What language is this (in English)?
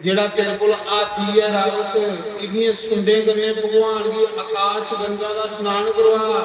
Dogri